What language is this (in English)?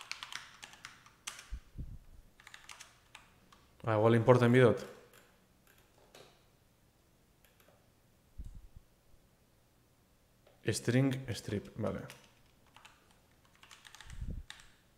Basque